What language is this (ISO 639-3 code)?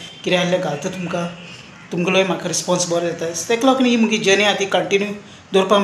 kok